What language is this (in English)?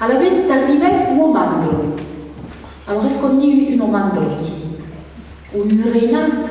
Occitan